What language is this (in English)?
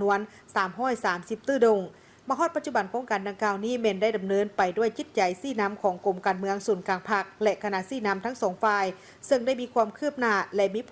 Lao